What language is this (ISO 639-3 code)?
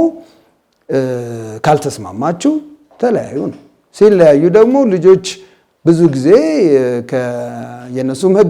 amh